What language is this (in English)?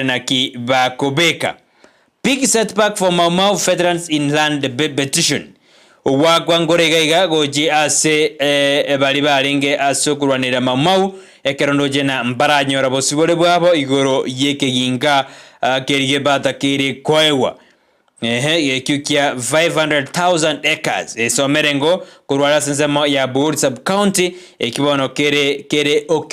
Gusii